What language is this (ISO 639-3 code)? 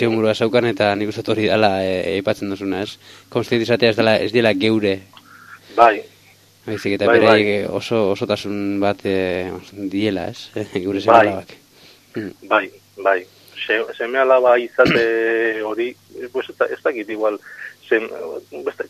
eus